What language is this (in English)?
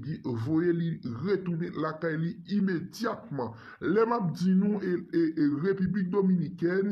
Haitian Creole